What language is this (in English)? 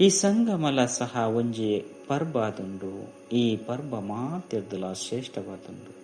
Tulu